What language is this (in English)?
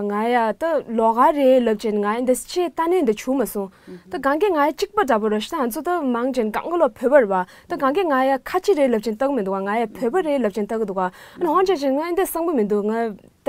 Tibetan